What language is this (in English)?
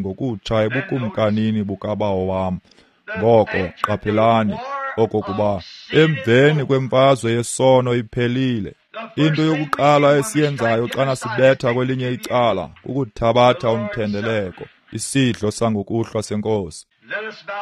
Xhosa